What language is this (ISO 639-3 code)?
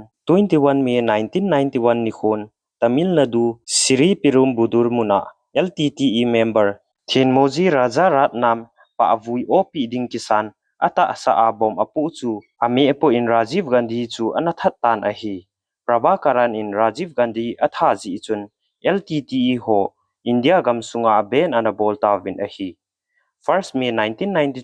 tcz